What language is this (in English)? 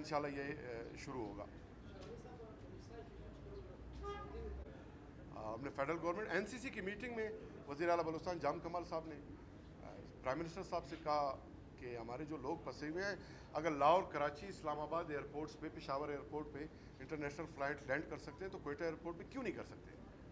Urdu